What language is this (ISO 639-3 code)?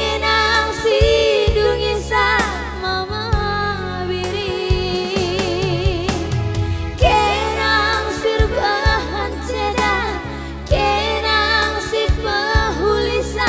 btx